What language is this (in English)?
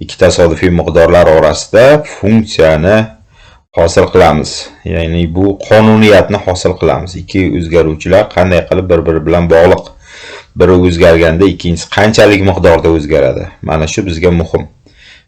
Uzbek